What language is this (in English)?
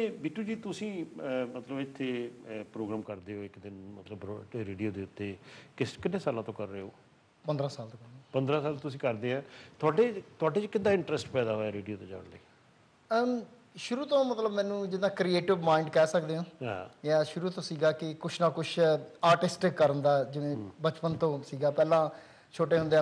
Punjabi